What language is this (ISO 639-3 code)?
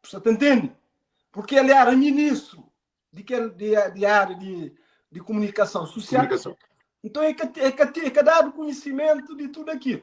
kea